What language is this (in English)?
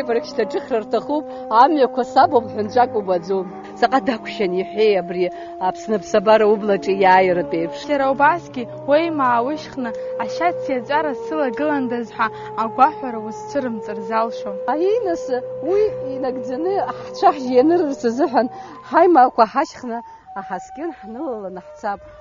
Abkhazian